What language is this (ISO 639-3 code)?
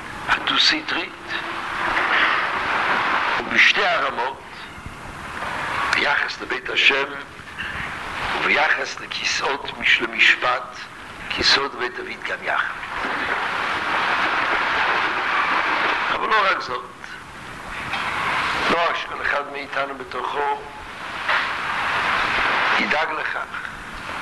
heb